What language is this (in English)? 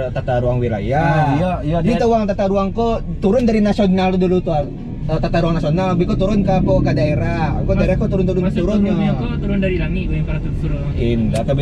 Minangkabau